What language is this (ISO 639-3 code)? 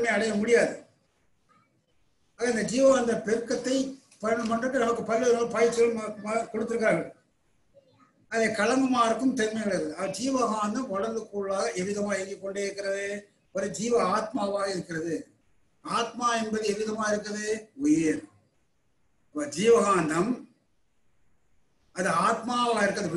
tam